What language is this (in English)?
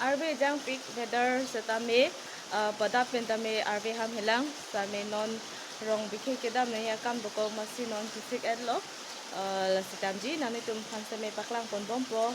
Karbi